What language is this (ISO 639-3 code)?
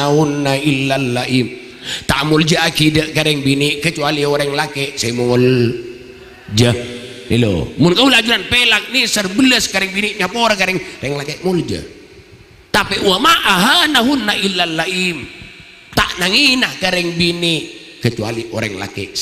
mad